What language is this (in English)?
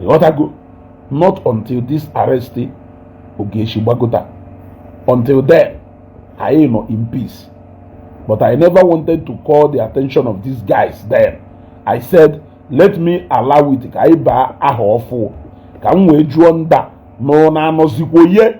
Igbo